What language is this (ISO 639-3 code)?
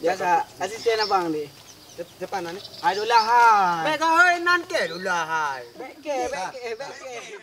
ace